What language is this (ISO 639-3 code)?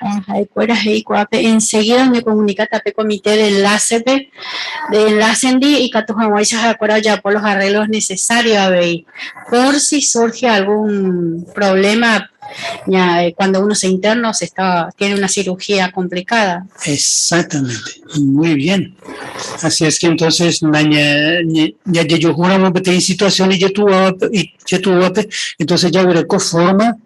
grn